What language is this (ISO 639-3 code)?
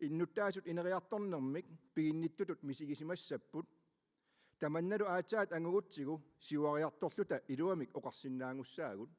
kal